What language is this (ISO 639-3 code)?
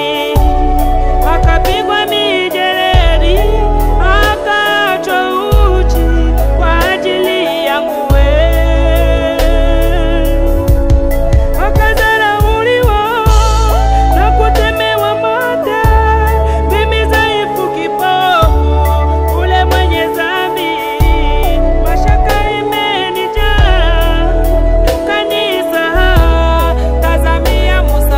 swa